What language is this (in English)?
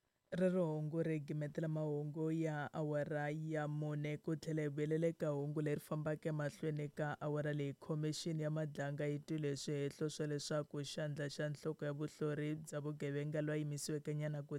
Tsonga